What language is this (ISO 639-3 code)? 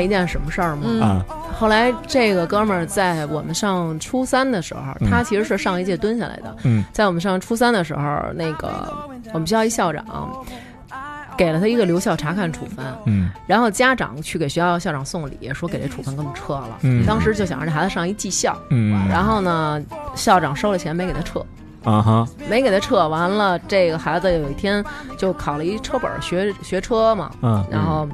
zho